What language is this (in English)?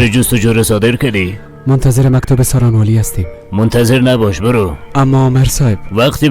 Persian